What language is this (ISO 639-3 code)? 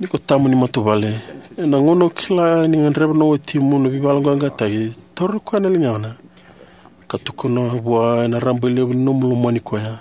fij